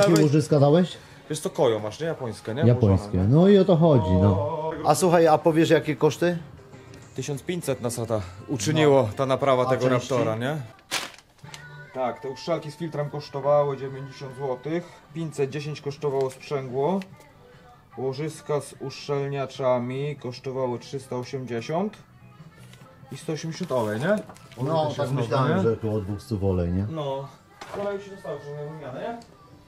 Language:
Polish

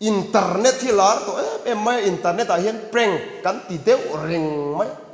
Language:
Mizo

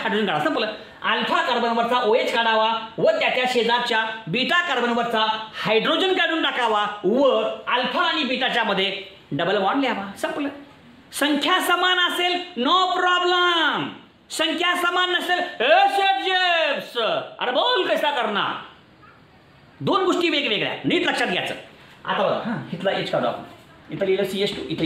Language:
Marathi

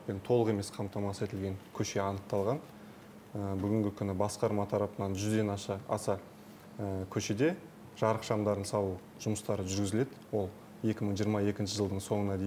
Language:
Kazakh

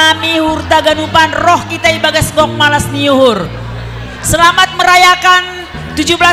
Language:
Batak Simalungun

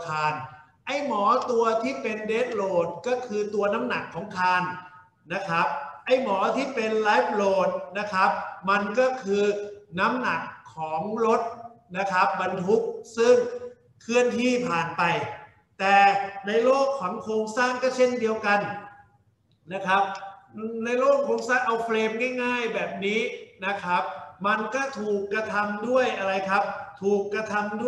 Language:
Thai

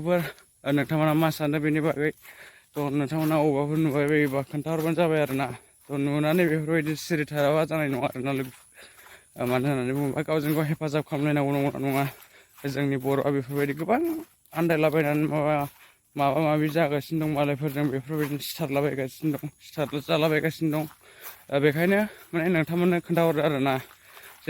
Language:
Bodo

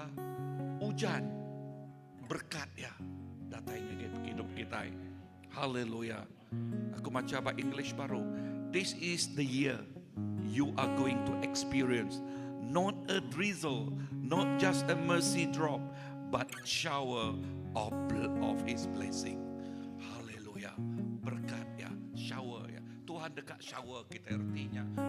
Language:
Iban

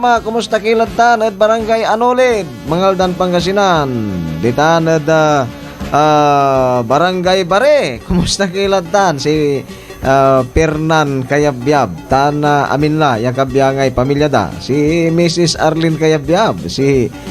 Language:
Pangasinan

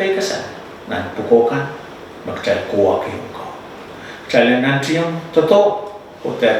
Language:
Pohnpeian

